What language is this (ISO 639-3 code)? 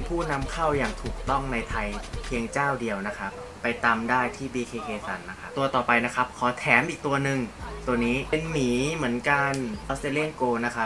tha